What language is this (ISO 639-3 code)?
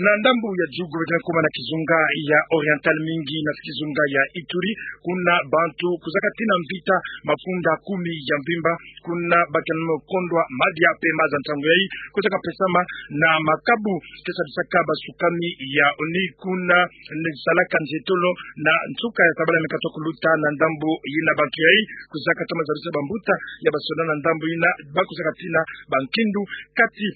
ktu